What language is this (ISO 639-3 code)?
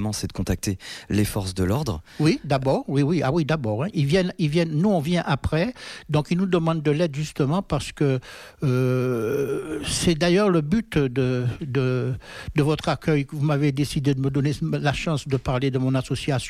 fra